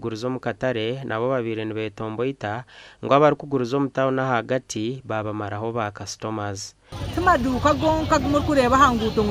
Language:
Nyankole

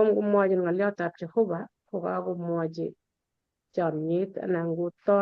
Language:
Kalenjin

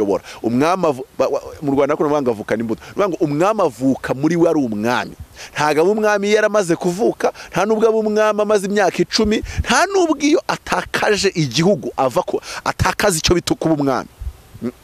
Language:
Kinyarwanda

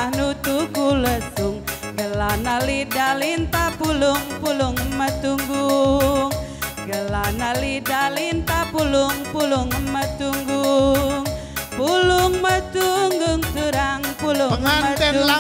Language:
Batak Karo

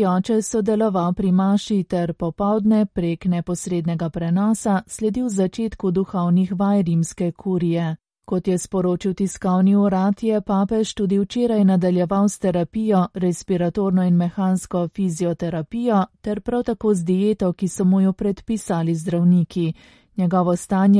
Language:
Slovenian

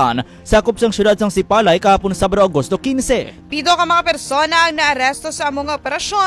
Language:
Hiligaynon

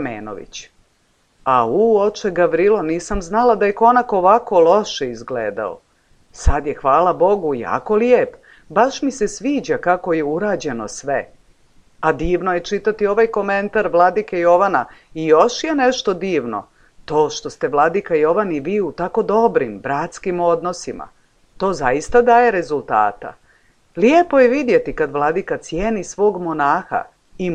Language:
Serbian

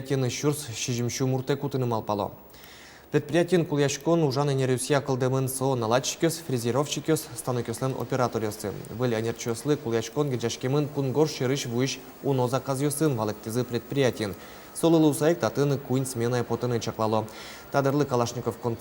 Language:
Udmurt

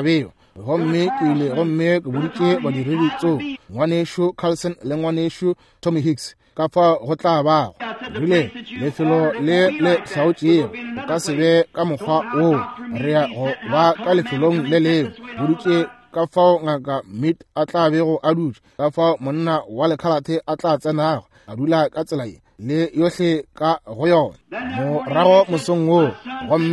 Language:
Northern Sotho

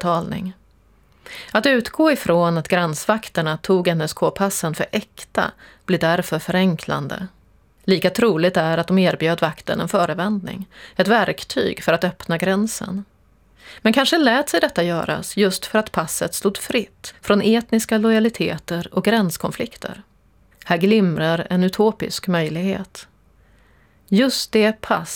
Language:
Swedish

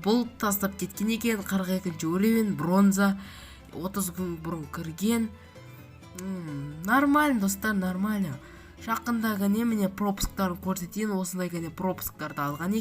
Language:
Kazakh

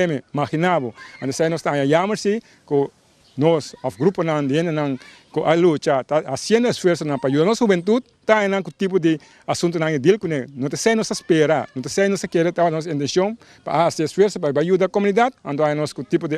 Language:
Papiamento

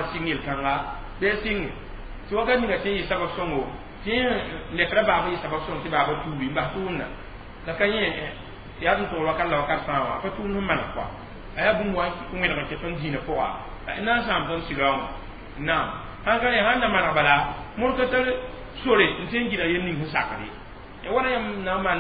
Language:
Mossi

